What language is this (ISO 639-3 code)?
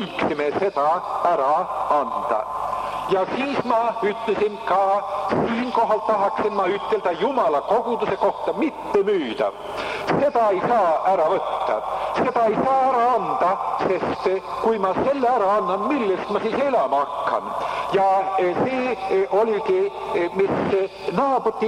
est